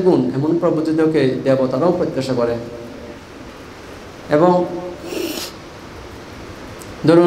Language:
Bangla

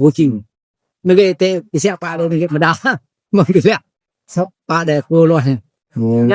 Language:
Iban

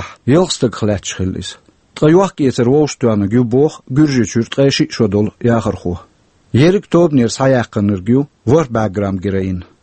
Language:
Chechen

